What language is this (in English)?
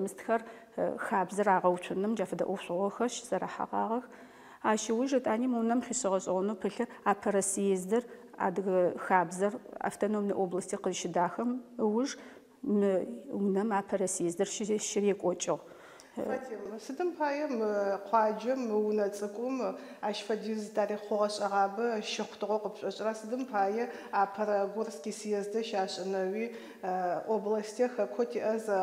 Adyghe